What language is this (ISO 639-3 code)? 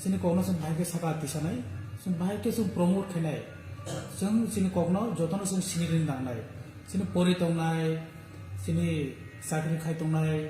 trp